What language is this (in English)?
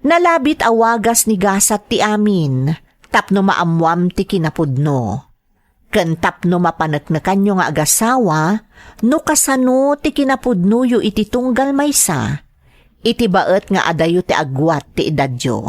Iloko